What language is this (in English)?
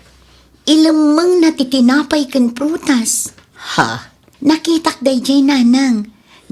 Iloko